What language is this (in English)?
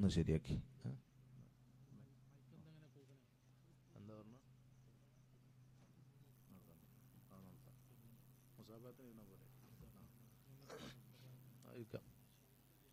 Malayalam